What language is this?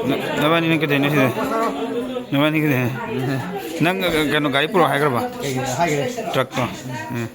Manipuri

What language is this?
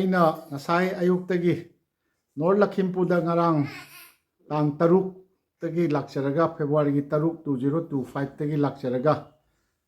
Manipuri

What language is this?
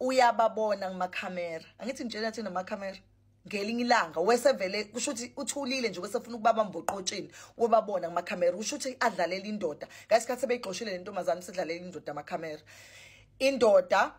Zulu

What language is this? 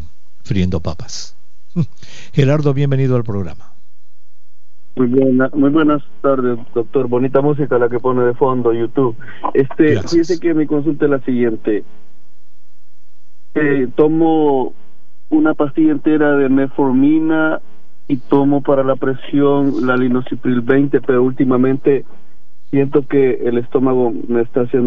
Spanish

